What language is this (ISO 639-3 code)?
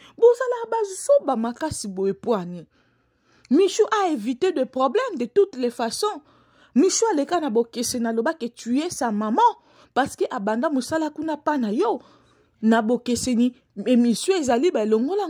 lin